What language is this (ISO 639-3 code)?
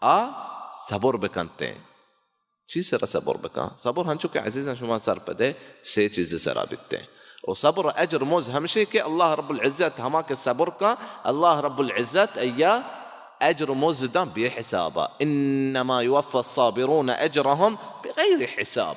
bal